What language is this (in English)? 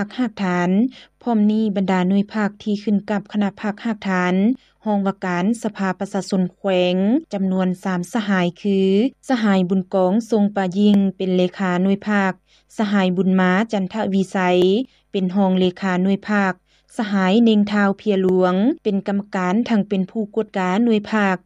Lao